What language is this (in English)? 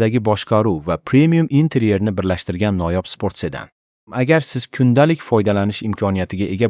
Uzbek